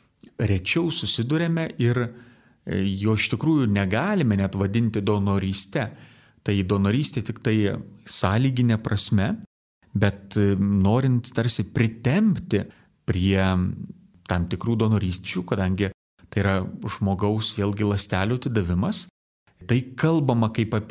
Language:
Lithuanian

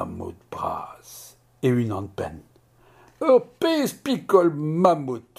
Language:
Breton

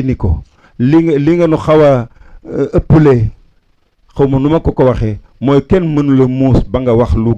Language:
Wolof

